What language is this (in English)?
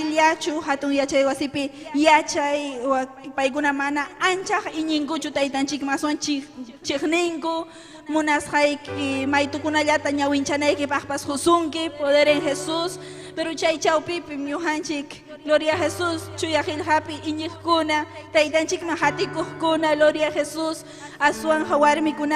Ayacucho Quechua